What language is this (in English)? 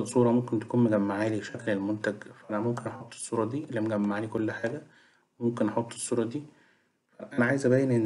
Egyptian Arabic